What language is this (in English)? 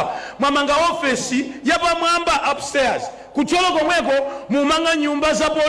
Nyanja